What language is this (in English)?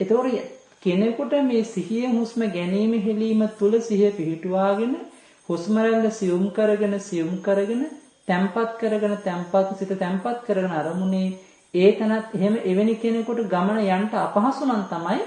Sinhala